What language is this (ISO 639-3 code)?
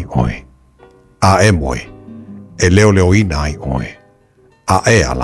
smo